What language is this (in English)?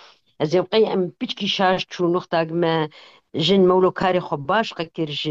Kurdish